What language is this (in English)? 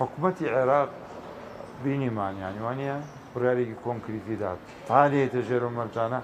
Central Kurdish